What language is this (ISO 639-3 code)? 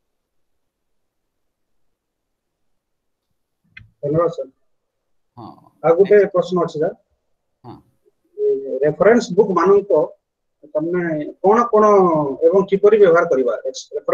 ori